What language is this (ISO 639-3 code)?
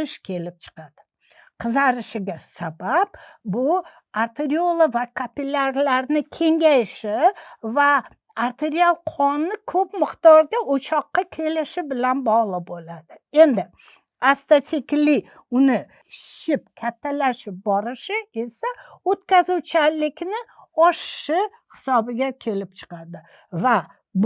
uzb